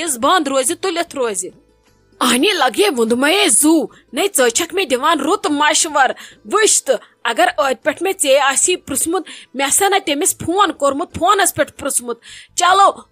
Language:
Kashmiri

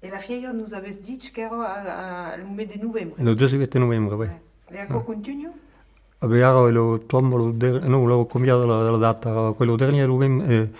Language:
Occitan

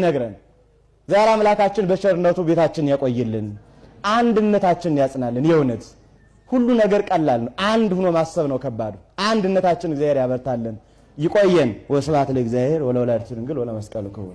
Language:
Amharic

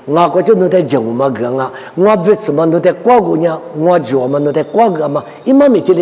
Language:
Lisu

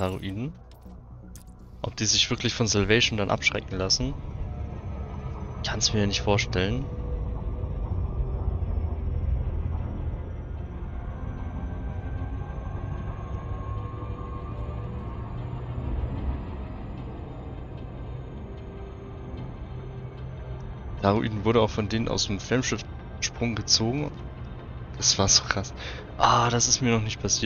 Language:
German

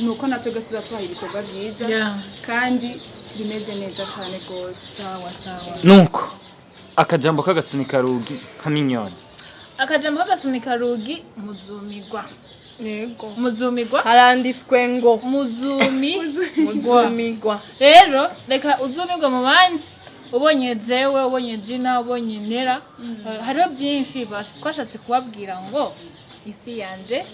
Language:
Rundi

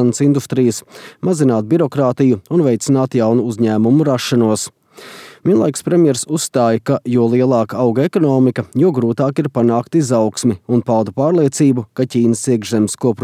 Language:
Latvian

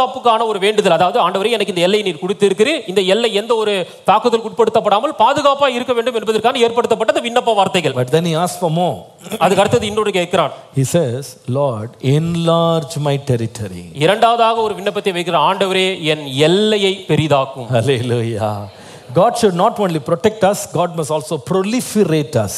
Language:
Tamil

